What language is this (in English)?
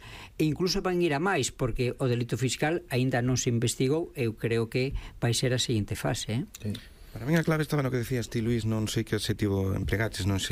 Galician